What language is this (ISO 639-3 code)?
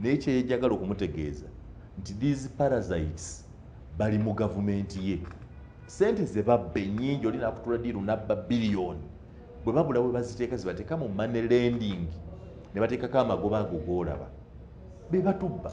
lug